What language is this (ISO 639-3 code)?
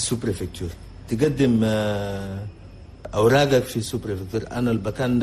shu